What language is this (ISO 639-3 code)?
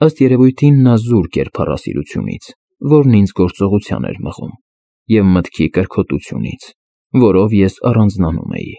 hye